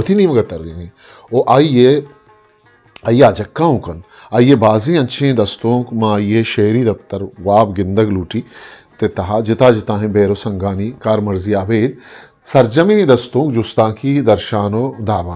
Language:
Eastern Balochi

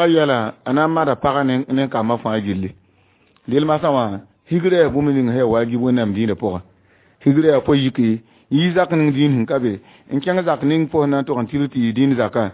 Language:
Mossi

